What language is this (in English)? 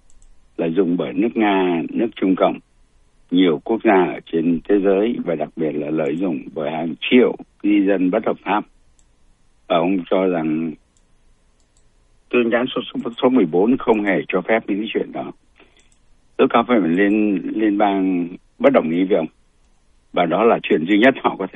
Vietnamese